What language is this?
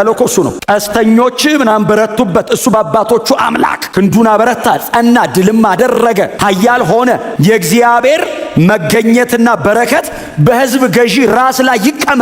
Amharic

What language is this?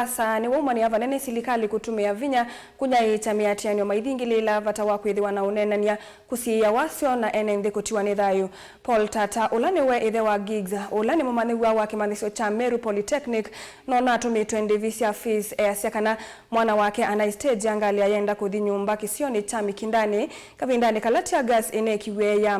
Kamba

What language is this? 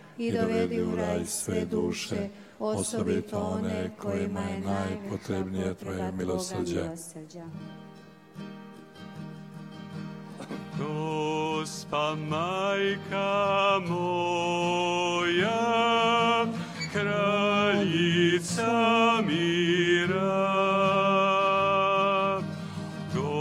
Croatian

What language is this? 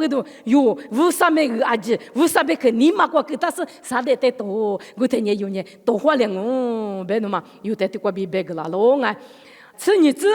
Lisu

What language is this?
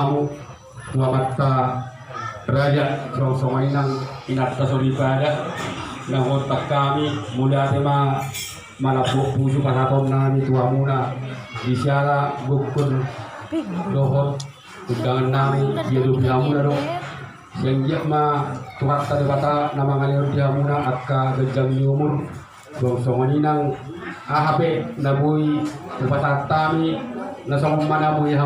Batak Toba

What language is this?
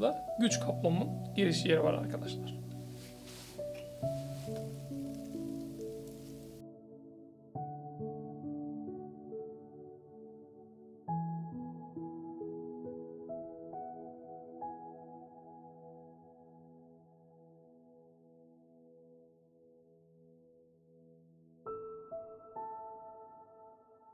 Turkish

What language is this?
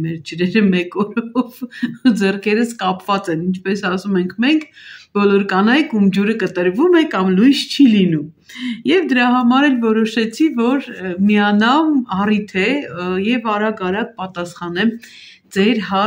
Armenian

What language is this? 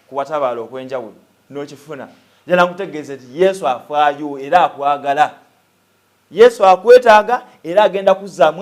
Ganda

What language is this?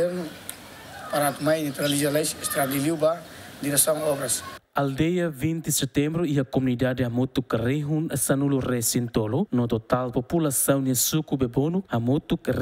Tetum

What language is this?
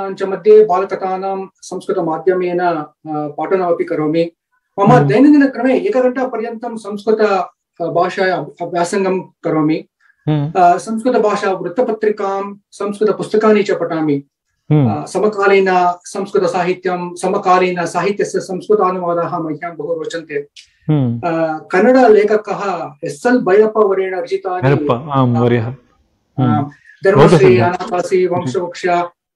Sanskrit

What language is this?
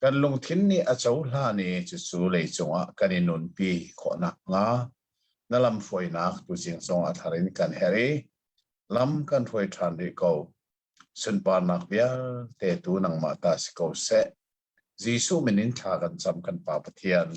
Hakha Chin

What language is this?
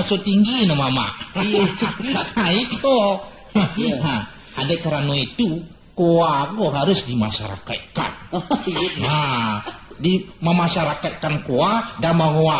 Minangkabau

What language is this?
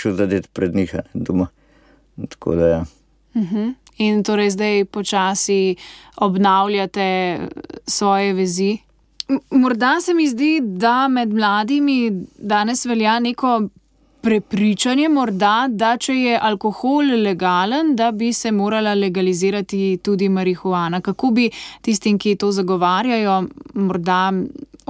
Slovenian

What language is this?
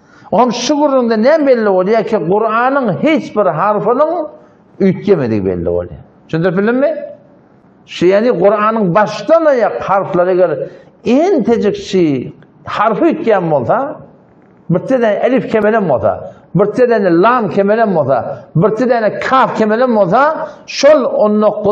Turkmen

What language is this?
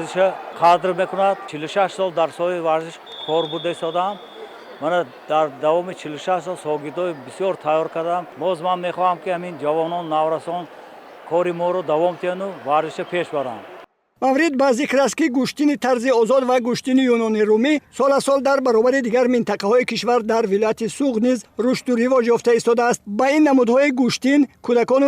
Tajik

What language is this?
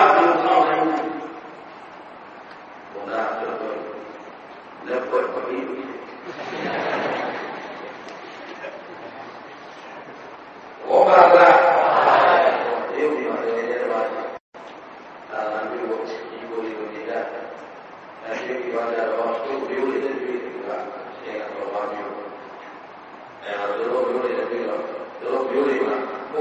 Burmese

